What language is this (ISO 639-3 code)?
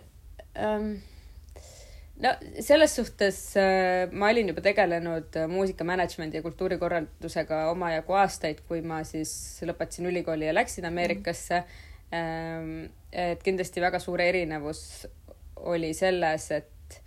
est